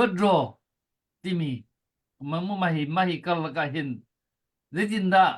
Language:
Hakha Chin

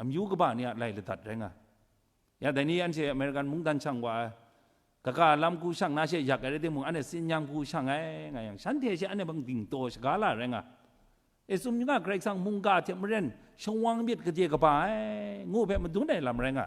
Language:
Kachin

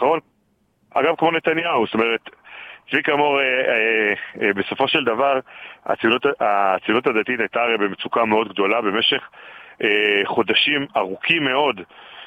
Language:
Hebrew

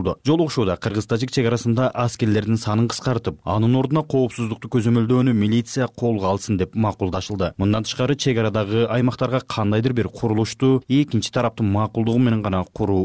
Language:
Kyrgyz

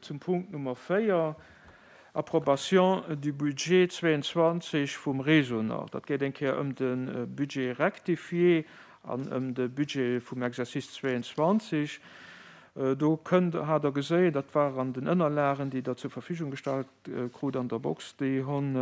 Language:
Luxembourgish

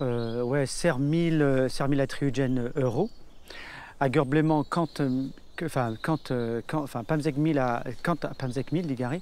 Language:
Breton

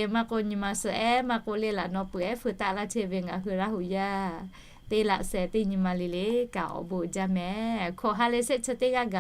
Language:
Lahu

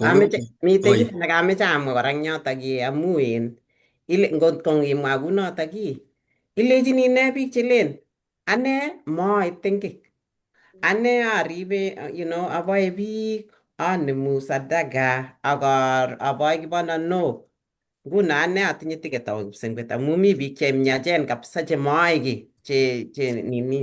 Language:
Kalenjin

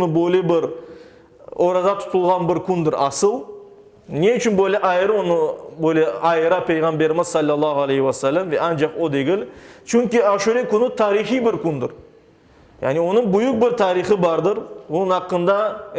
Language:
Crimean Tatar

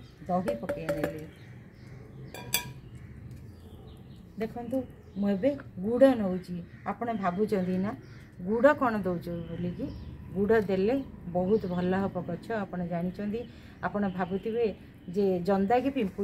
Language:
Odia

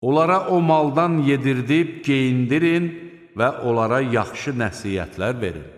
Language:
Azerbaijani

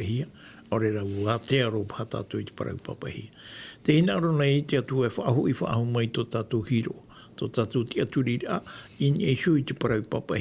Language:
Tahitian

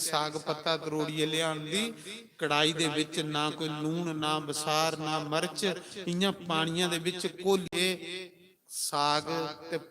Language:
Dogri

